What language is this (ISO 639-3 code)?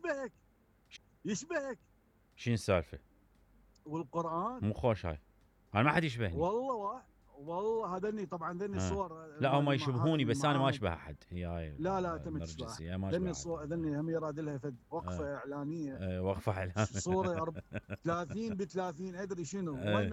acm